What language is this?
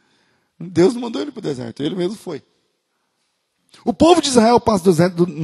Portuguese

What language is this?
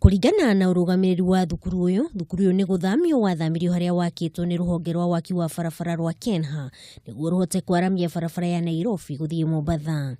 Kikuyu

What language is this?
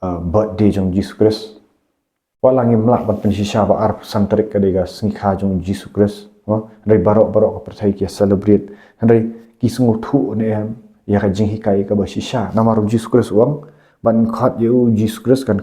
Khasi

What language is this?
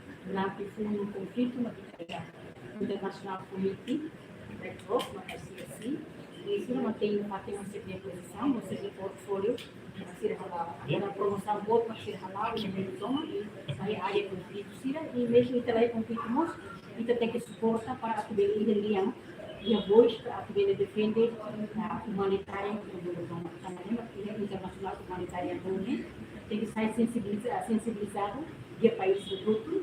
Tetum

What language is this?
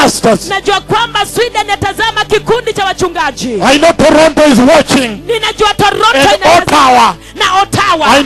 Swahili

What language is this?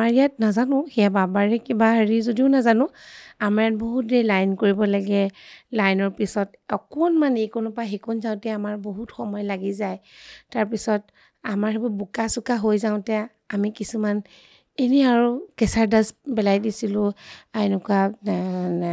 Assamese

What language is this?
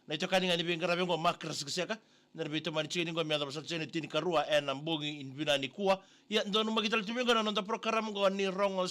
Fijian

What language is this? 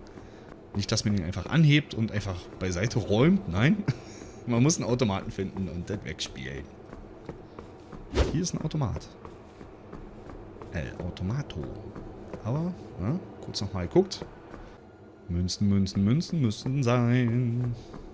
German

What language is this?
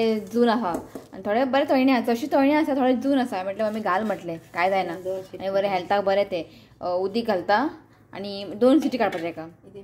Konkani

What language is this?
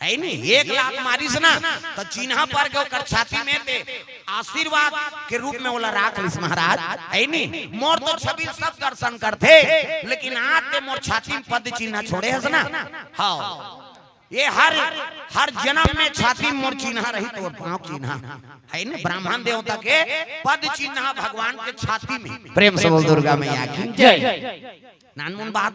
Chhattisgarhi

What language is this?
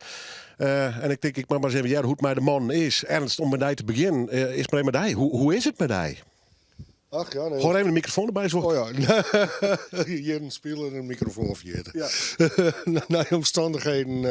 Western Frisian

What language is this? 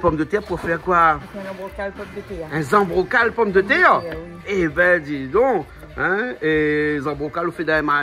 Réunion Creole French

